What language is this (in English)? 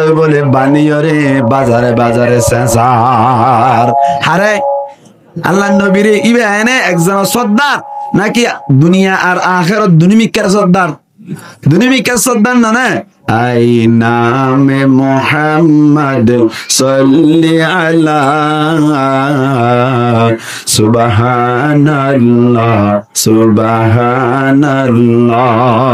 Rohingya